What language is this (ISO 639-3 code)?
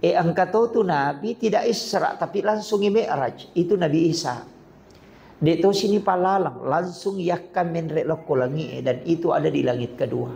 bug